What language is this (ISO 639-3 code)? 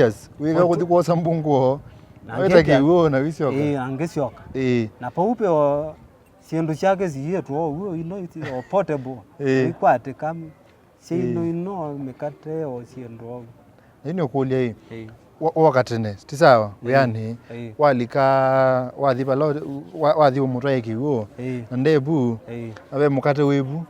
kam